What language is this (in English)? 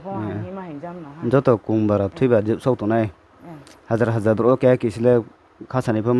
Riang (India)